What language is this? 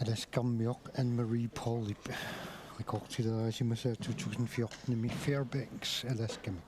Kalaallisut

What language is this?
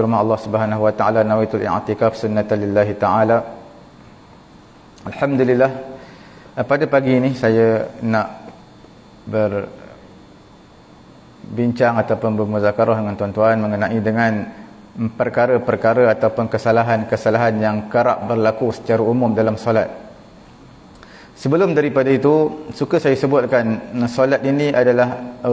Malay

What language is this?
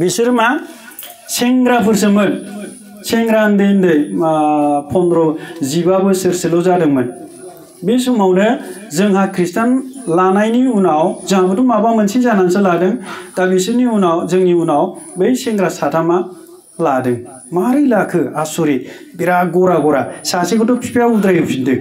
Bodo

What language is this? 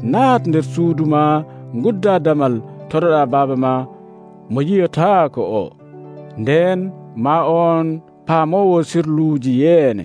Nigerian Fulfulde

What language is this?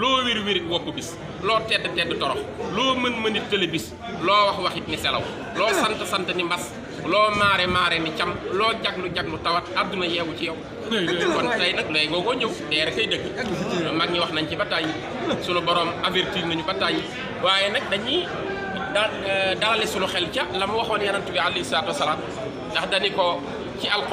Wolof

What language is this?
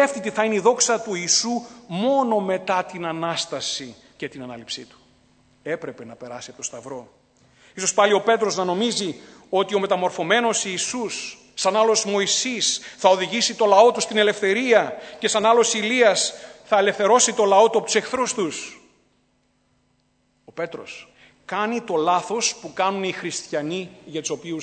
Greek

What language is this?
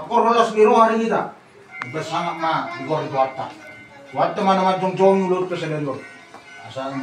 Batak Toba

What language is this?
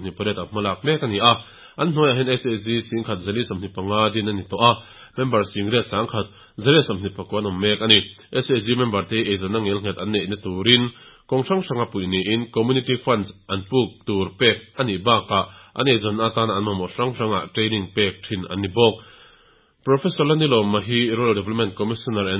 Mizo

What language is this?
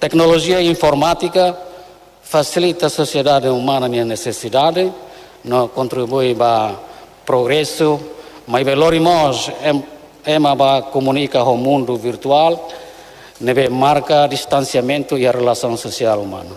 Tetum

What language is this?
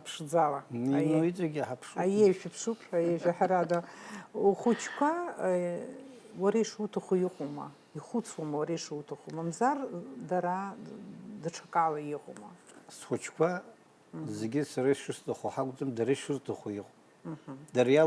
Abkhazian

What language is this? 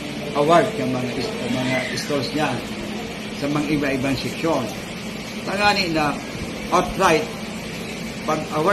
Bikol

